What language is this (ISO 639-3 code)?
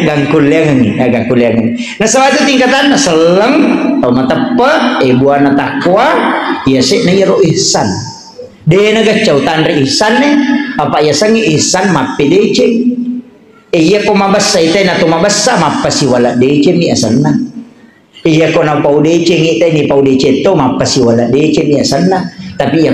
bug